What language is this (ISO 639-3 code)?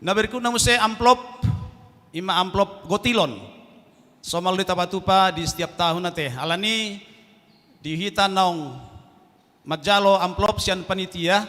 bbc